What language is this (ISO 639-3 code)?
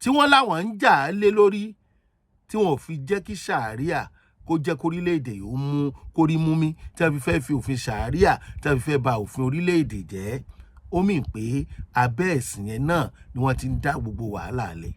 yor